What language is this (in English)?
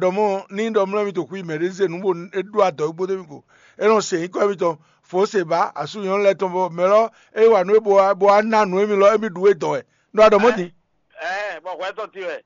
Fon